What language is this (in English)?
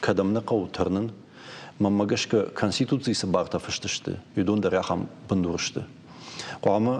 Ossetic